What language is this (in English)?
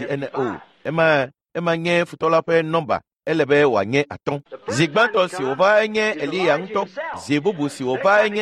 Ewe